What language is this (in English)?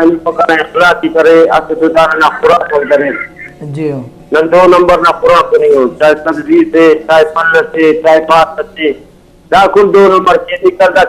Brahui